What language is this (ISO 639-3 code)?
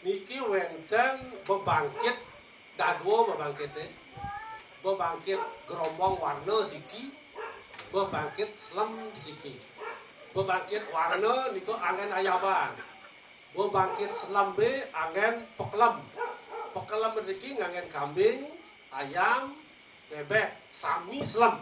ban